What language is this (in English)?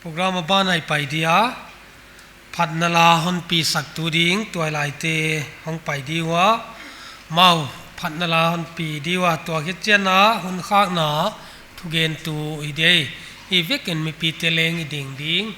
Paite Chin